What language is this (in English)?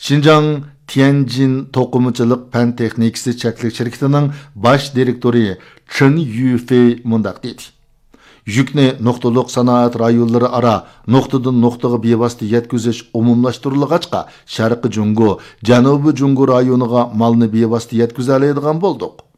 Uyghur